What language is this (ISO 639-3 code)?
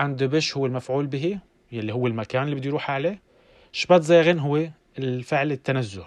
apc